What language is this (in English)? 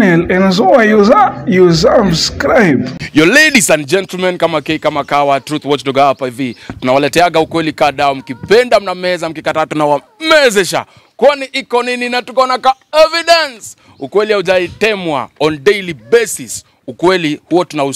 Swahili